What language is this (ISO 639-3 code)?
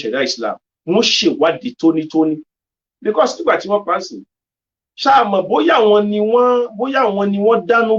yor